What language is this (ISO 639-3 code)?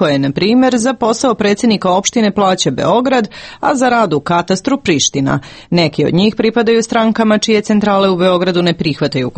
srp